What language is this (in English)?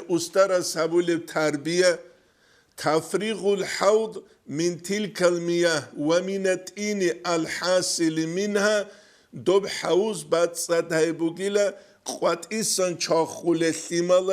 Avaric